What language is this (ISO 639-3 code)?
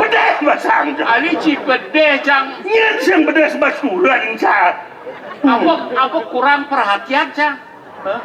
ban